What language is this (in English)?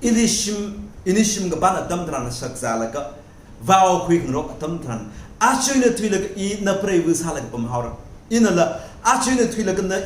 Tangkhul Naga (India)